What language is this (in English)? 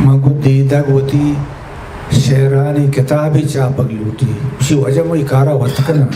Eastern Balochi